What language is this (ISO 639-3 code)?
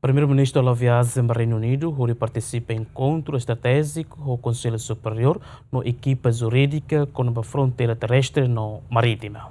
tet